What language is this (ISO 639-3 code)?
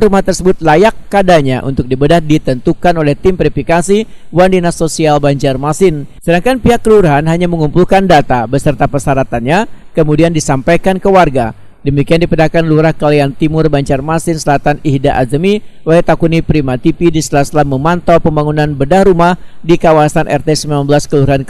bjn